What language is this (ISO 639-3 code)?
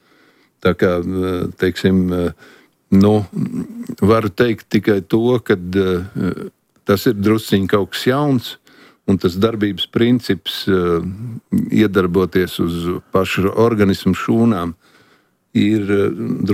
lav